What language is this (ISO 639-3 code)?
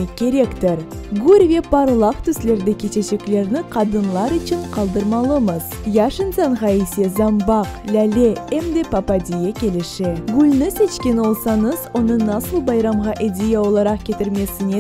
crh